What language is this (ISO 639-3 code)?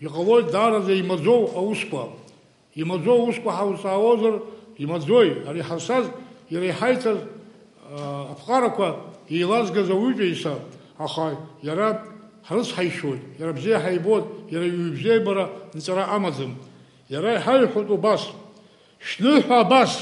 abk